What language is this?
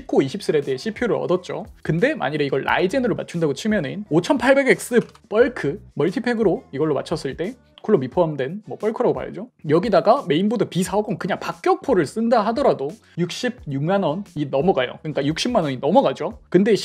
Korean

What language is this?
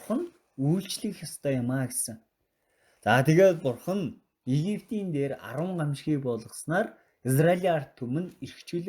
Mongolian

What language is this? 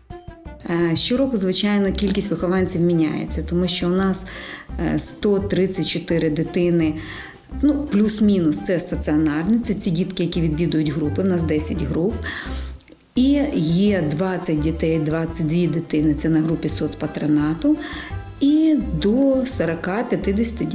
Ukrainian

